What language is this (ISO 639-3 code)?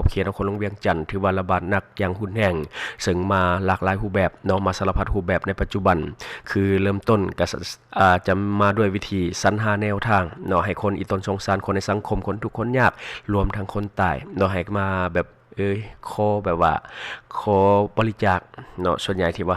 lao